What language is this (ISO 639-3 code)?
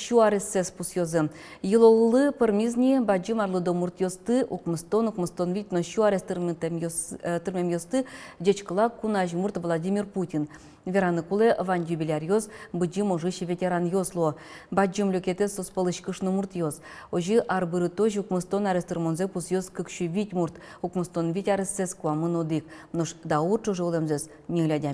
udm